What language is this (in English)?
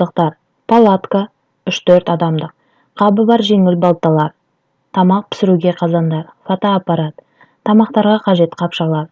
Kazakh